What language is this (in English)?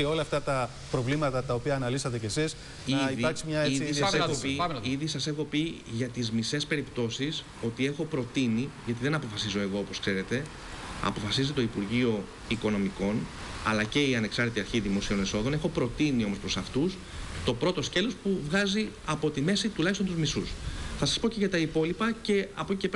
Greek